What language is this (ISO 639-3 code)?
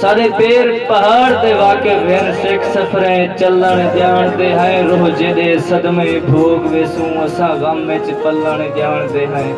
skr